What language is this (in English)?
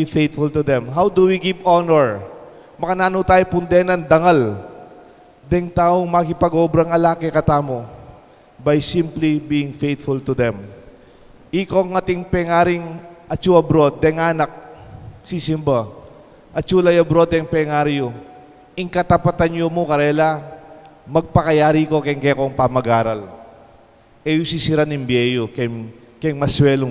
Pampanga